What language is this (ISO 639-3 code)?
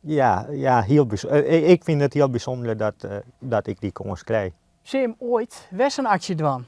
fry